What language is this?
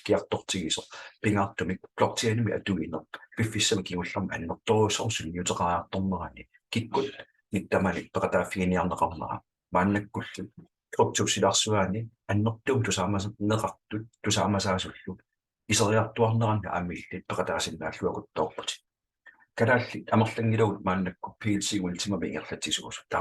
Kalaallisut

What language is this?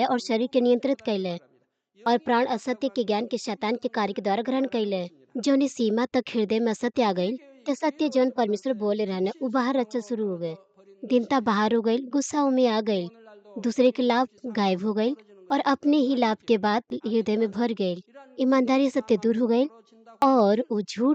Bhojpuri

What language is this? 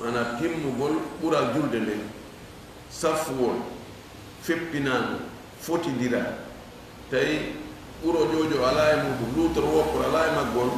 Fula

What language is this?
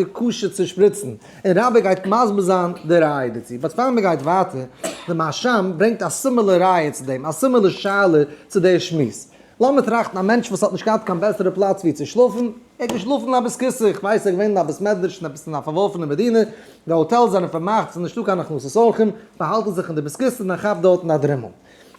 Yiddish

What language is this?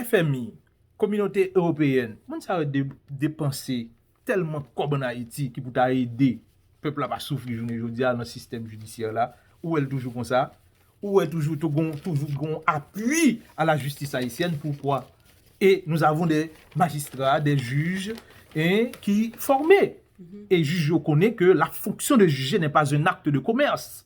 Haitian Creole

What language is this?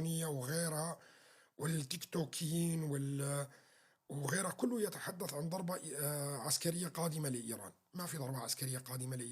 North Levantine Arabic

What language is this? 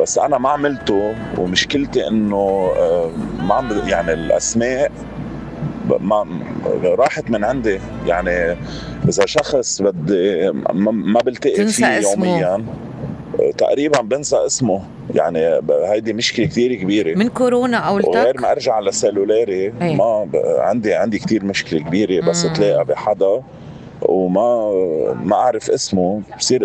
North Levantine Arabic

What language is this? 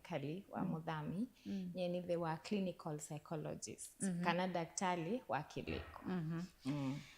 Kamba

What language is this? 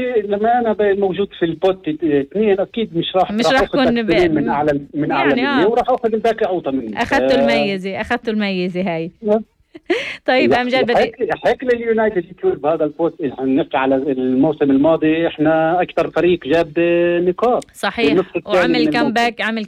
North Levantine Arabic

